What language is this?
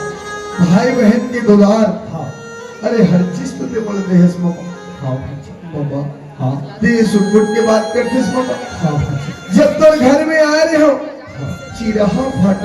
Chhattisgarhi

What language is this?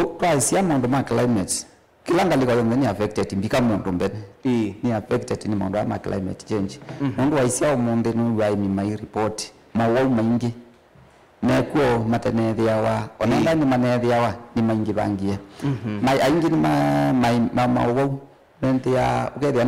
Kamba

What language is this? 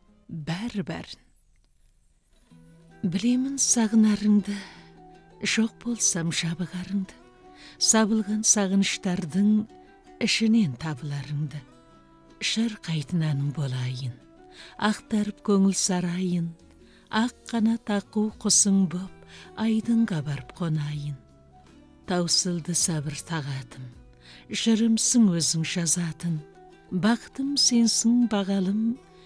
Kazakh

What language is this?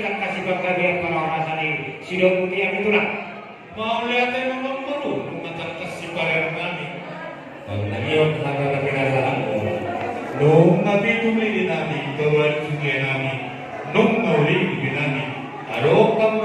Batak Toba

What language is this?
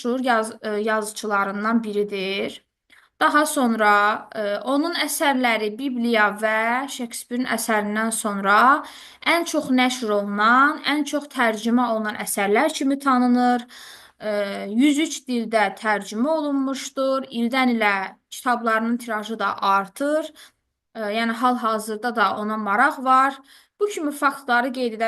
Azerbaijani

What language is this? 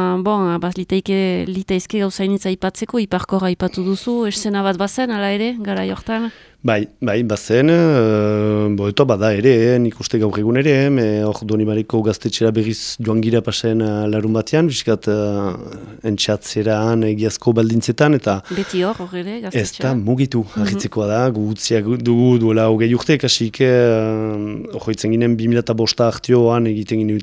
Basque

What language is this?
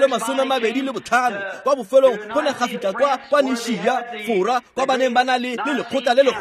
Tswana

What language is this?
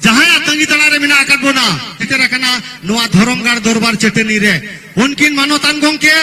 Santali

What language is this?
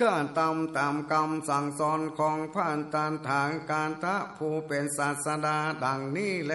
Northern Thai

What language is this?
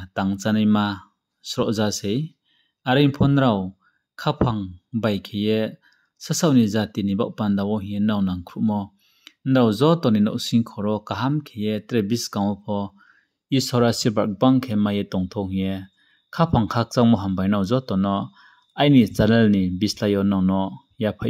Riang (India)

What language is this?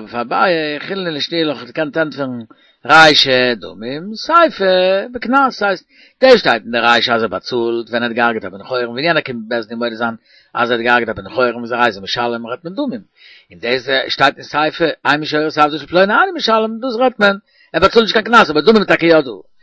Yiddish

